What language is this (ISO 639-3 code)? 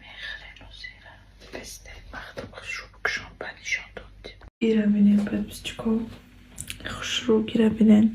tgk